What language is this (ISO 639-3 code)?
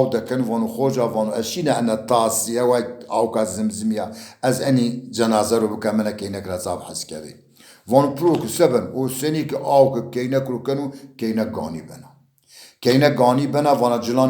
zza